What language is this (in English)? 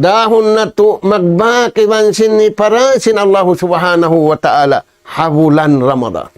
Tausug